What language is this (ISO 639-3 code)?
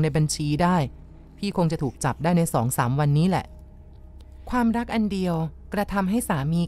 tha